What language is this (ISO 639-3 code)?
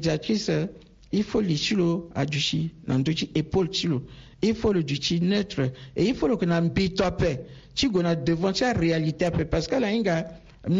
sag